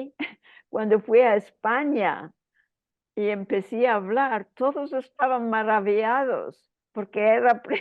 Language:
Ladino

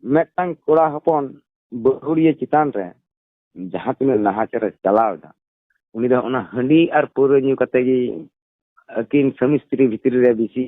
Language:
Santali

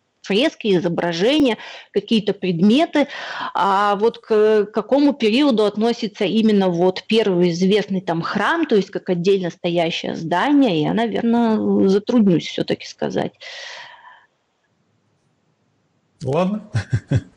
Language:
Russian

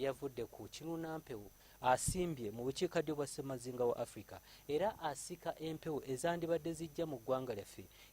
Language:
Ganda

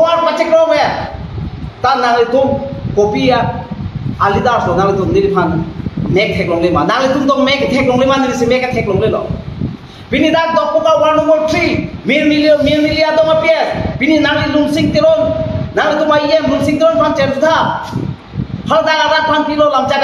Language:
Karbi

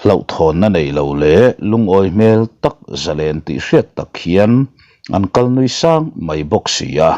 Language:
Mizo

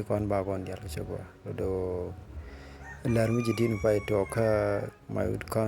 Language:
Nuer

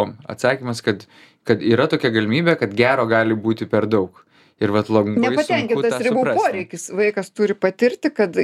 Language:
Lithuanian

